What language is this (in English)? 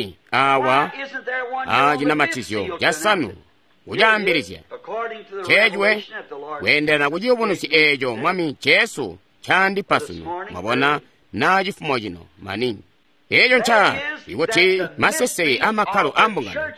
Tonga (Zambia)